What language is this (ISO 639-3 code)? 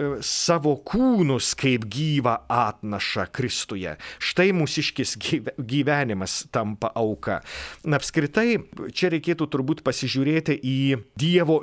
lit